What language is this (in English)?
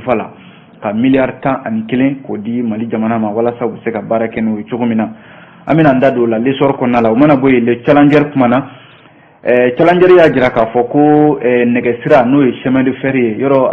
Bambara